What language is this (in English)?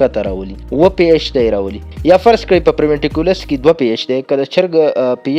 Pashto